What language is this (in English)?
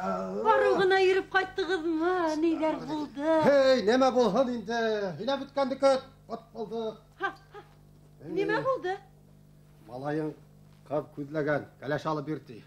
Bashkir